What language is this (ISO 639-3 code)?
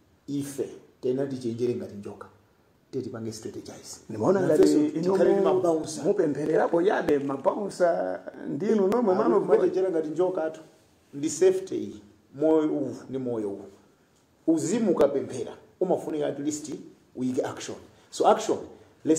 nya